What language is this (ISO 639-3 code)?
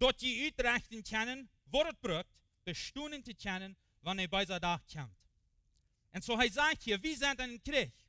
pdt